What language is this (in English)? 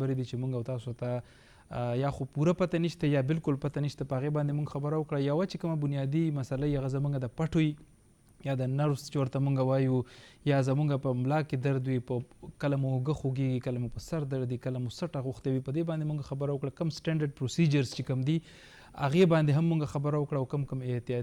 Pashto